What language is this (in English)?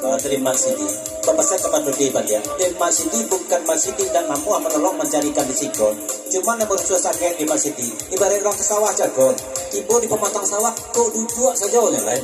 Minangkabau